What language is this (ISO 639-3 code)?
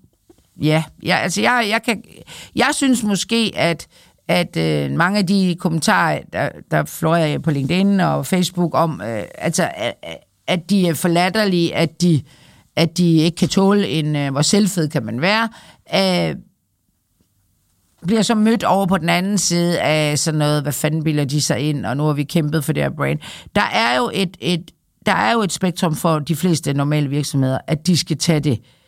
dan